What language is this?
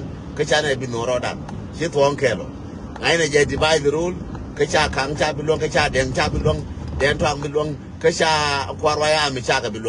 Nuer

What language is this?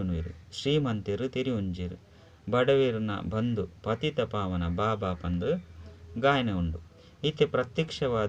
Tulu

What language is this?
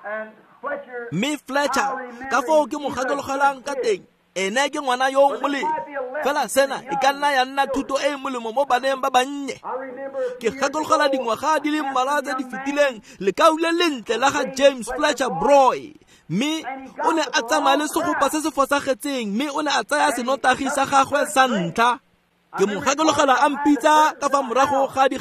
Tswana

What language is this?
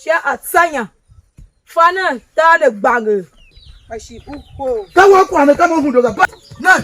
Tiv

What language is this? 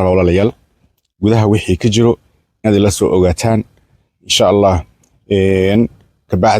Somali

